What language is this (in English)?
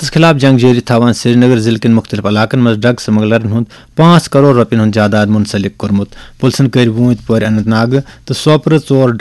Kashmiri